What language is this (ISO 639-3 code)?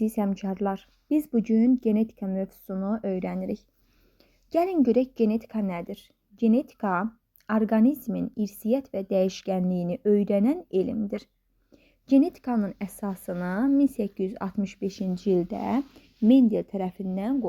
aze